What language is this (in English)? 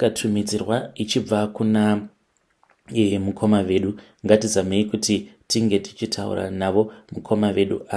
Shona